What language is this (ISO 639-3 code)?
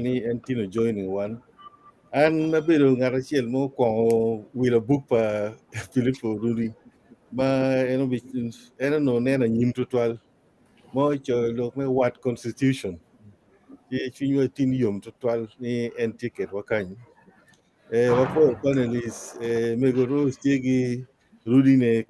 ach